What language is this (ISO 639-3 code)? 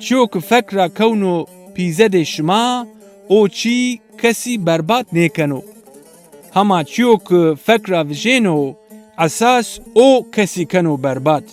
zza